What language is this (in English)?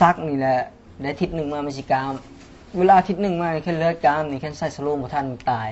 Lao